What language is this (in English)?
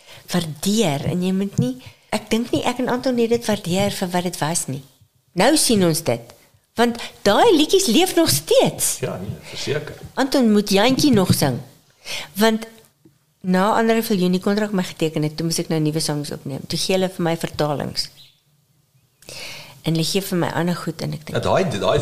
Afrikaans